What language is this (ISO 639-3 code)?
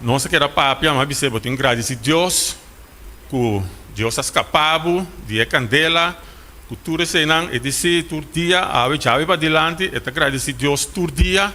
pap